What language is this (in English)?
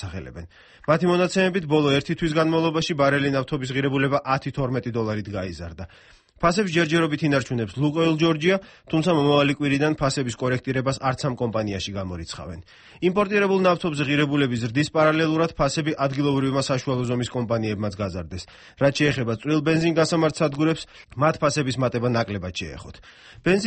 Georgian